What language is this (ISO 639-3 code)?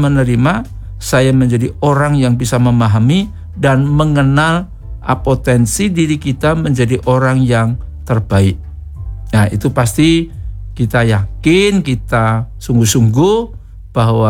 ind